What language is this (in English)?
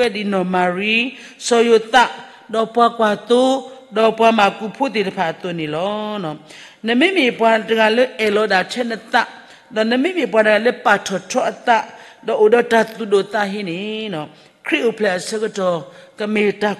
S'gaw Karen